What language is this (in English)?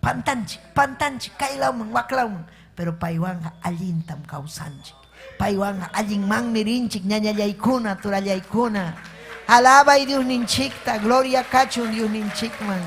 Ayacucho Quechua